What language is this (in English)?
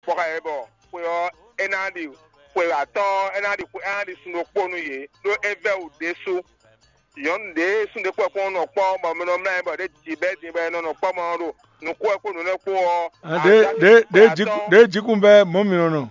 Fon